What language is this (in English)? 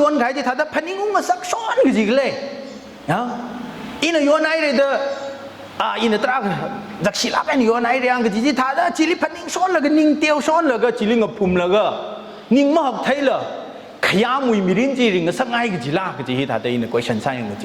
Tangkhul Naga (India)